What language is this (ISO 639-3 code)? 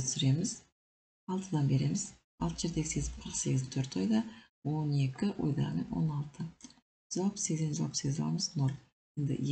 kaz